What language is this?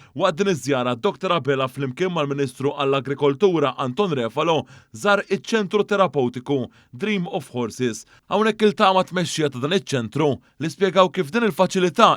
Maltese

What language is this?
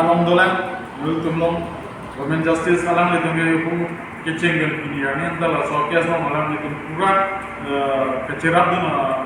Karbi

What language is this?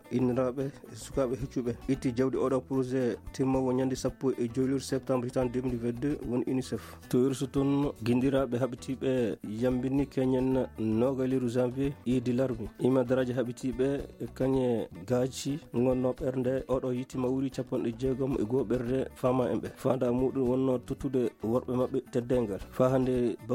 Fula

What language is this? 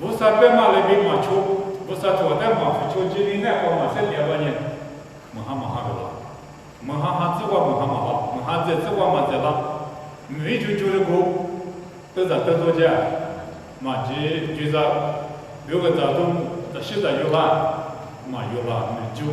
Lisu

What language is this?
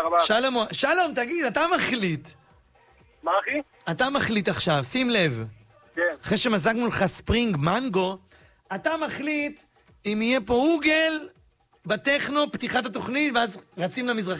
Hebrew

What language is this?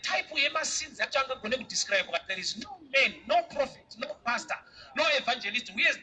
Shona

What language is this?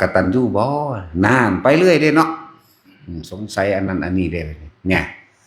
Northeastern Thai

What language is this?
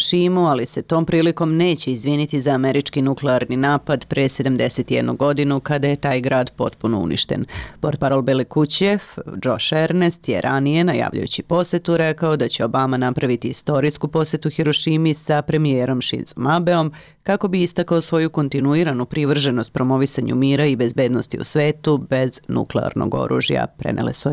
Serbian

